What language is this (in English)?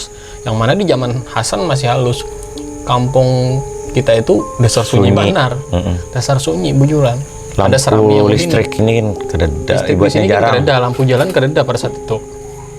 Banjar